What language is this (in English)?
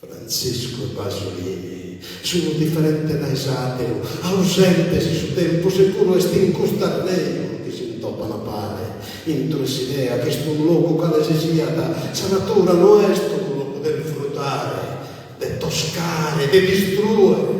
Sardinian